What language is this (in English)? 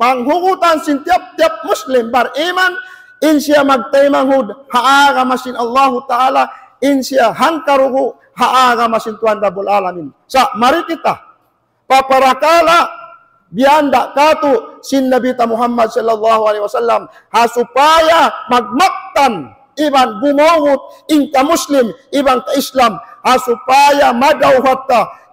Tausug